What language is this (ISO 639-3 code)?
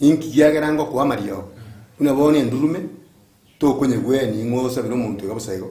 guz